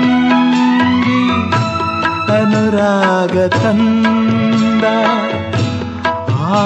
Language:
Kannada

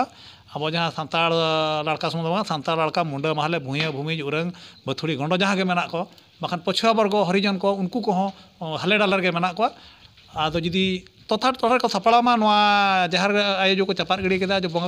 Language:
Santali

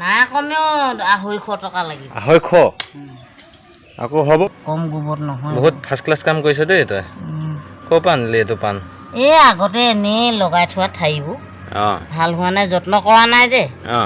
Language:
Assamese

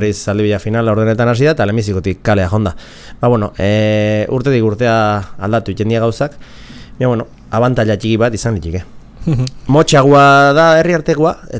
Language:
Basque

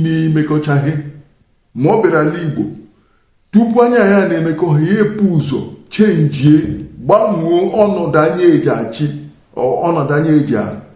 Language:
Igbo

